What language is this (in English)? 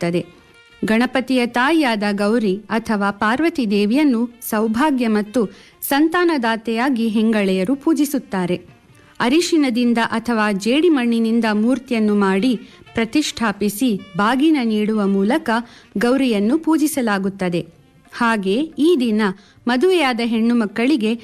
Kannada